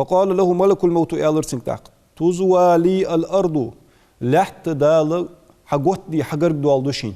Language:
Ingush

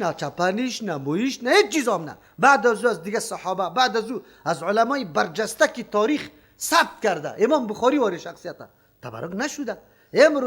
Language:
Persian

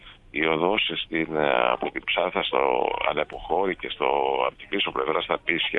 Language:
Greek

